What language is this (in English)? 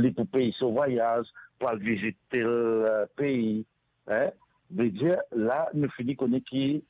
Morisyen